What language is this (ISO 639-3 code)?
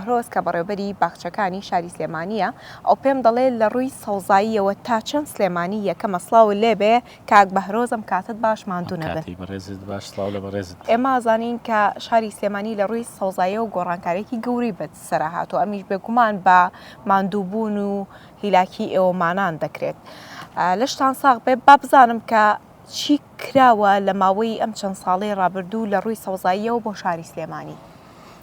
ckb